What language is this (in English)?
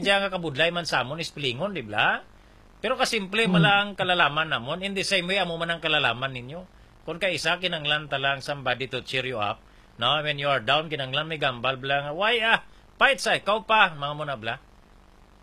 Hiligaynon